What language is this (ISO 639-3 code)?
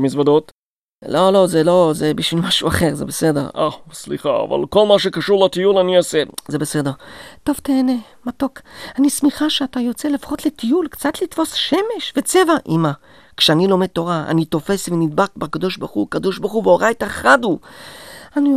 heb